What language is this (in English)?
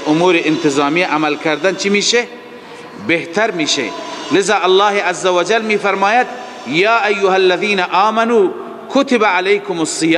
Persian